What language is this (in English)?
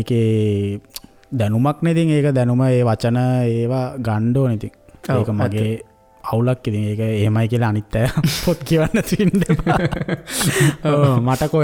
Sinhala